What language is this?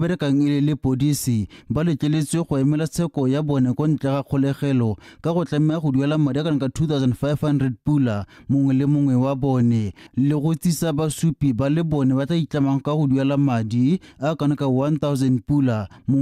Tswana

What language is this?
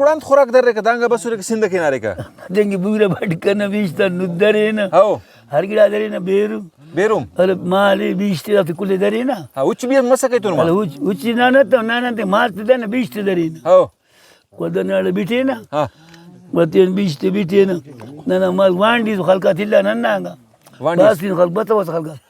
Brahui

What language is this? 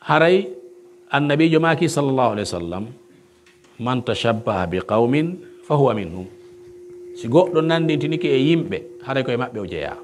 Pular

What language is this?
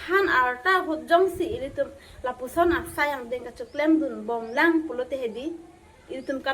Karbi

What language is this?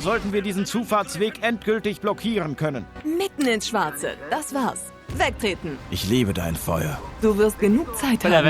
Bavarian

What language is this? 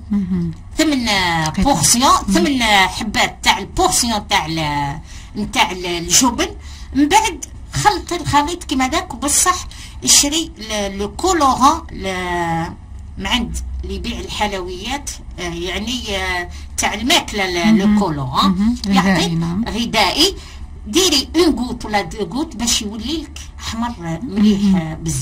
Algerian Arabic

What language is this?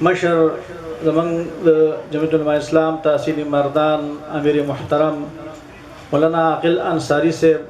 Pashto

